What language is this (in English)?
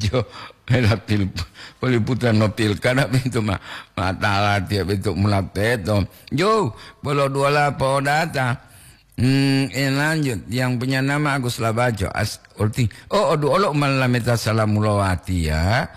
Gorontalo